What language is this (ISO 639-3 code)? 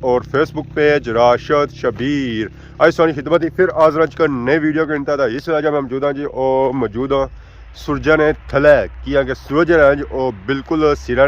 phr